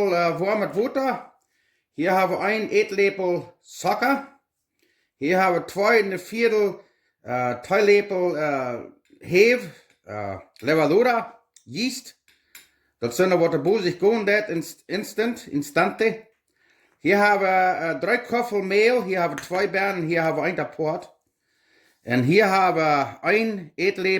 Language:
Plautdietsch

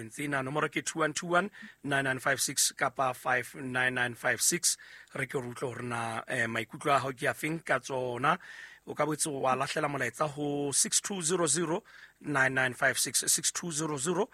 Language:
Southern Sotho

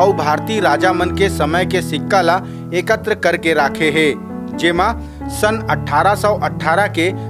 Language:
Chhattisgarhi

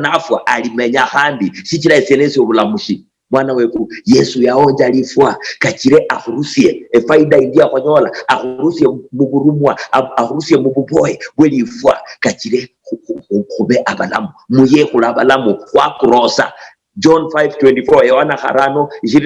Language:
Luyia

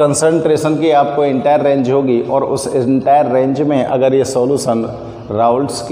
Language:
Hindi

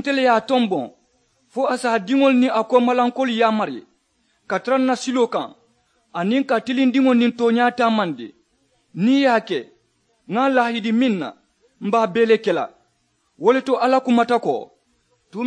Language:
Mandingo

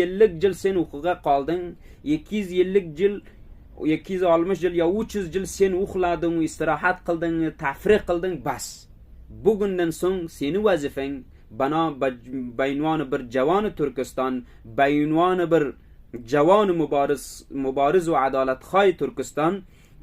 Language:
Uzbek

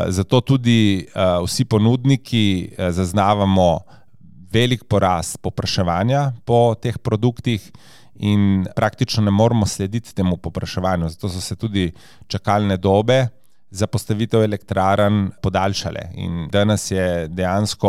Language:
Slovenian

